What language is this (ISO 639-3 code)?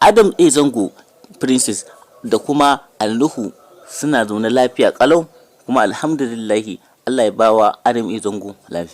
hau